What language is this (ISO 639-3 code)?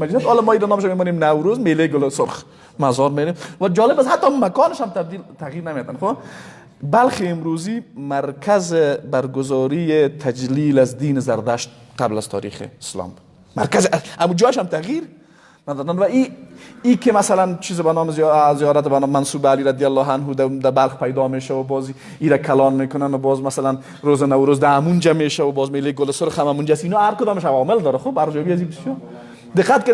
fas